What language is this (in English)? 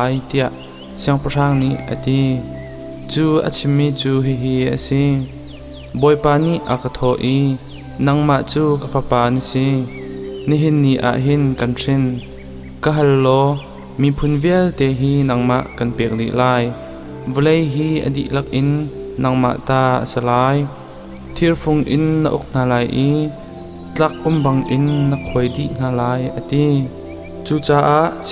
Hakha Chin